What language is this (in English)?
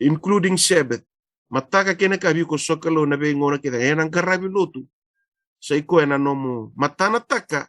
Fijian